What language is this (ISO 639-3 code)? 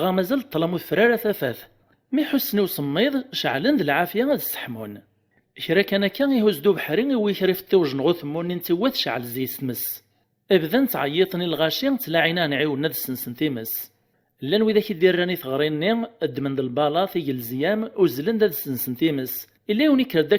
kab